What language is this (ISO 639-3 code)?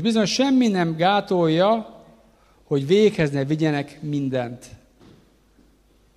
hun